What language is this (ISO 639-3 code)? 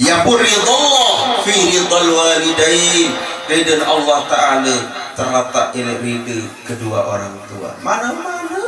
sas